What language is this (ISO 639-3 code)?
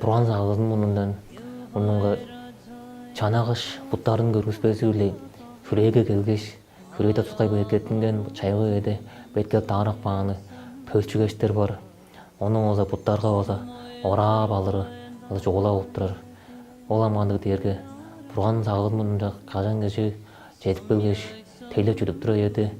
tyv